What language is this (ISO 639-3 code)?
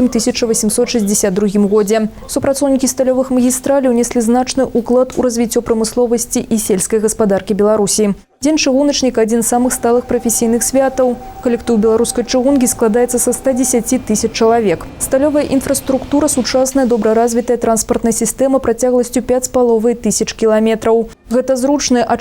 bel